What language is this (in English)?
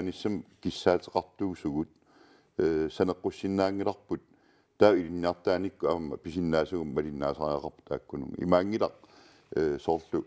Kalaallisut